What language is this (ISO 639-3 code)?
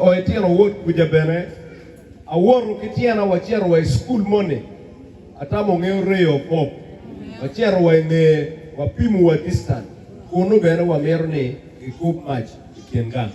ach